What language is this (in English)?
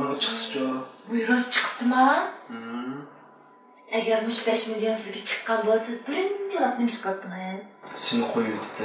Uyghur